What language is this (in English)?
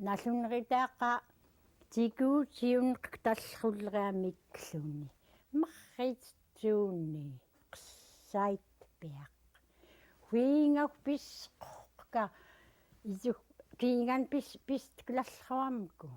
Central Yupik